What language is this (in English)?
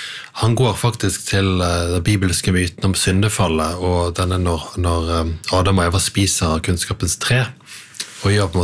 Norwegian